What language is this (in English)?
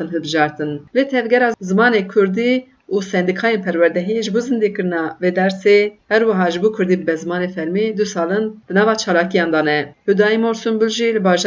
Kurdish